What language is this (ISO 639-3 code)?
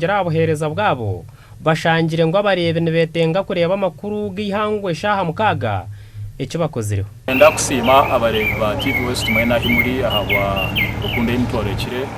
nyn